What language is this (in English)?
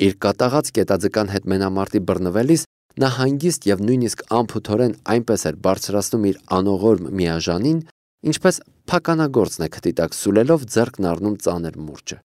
Armenian